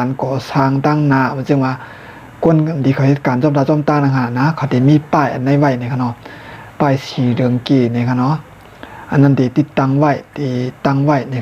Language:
Shan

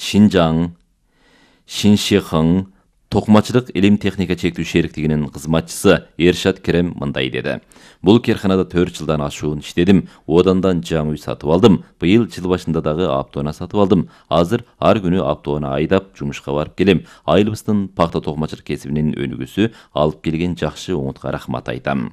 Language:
Kyrgyz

